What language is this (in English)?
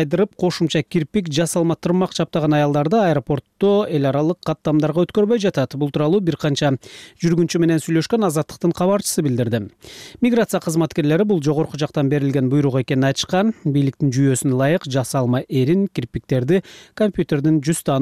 Kyrgyz